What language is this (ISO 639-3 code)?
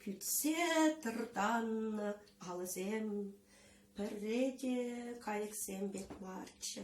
chv